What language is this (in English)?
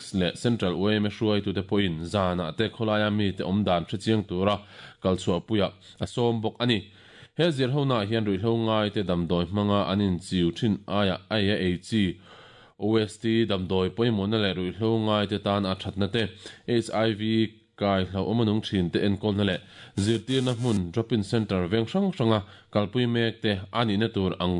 Mizo